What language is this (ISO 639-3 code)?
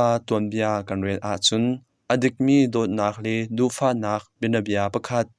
cnh